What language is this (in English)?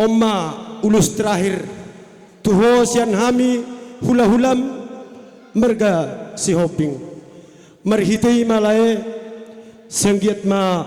Batak Karo